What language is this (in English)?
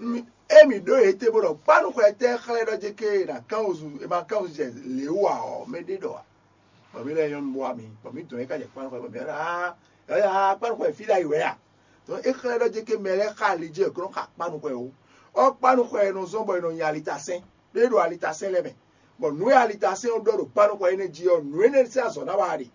Fon